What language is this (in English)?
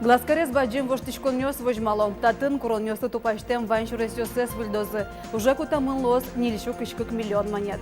Udmurt